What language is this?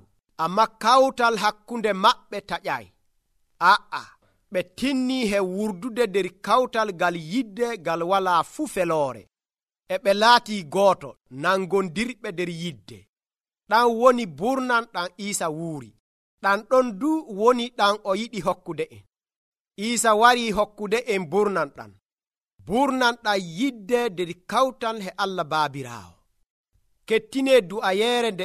Nigerian Fulfulde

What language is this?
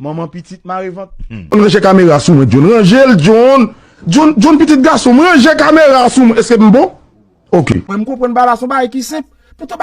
Haitian Creole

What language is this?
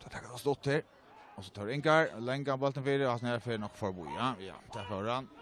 Faroese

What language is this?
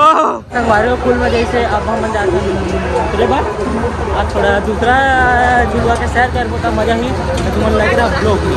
Chhattisgarhi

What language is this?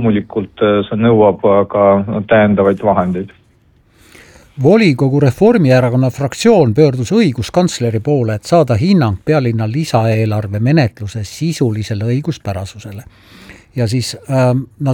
Estonian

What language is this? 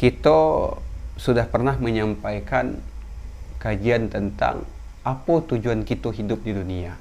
Minangkabau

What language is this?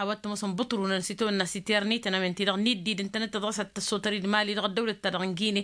Tamasheq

